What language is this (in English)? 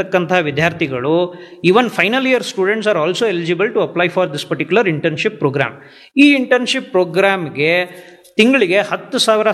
Kannada